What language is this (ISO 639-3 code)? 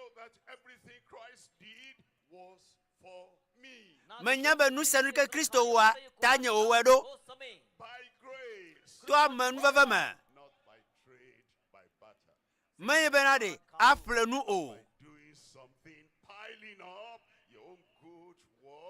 ewe